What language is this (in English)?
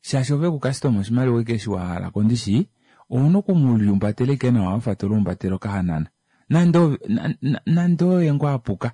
Kuanyama